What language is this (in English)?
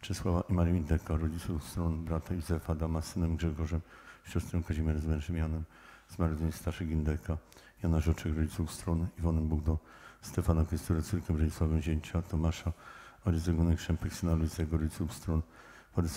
Polish